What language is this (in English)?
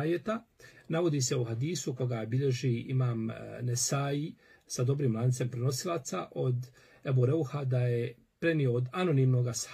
Bosnian